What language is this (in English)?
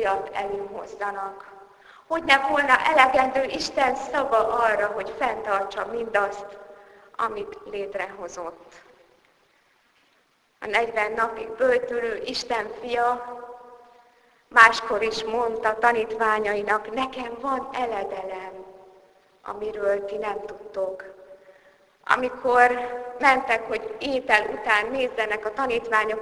Hungarian